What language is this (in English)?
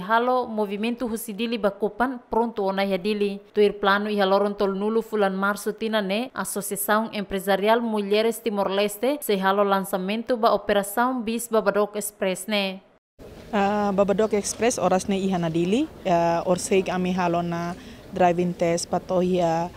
Tetum